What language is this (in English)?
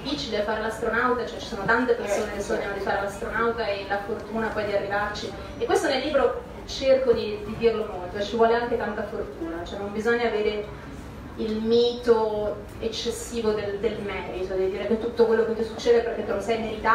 Italian